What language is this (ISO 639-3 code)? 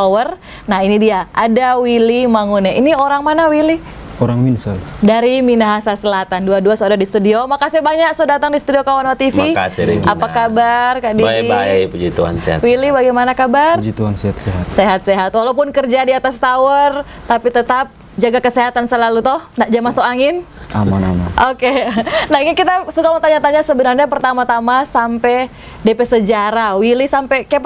xmm